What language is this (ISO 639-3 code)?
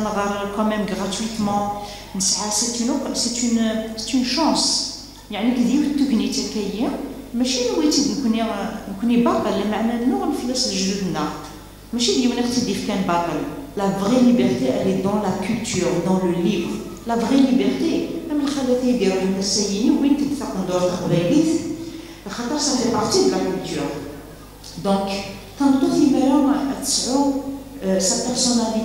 kab